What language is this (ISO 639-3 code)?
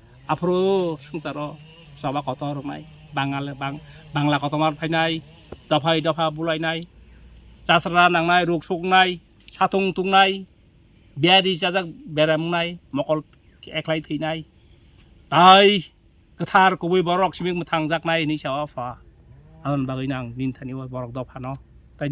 trp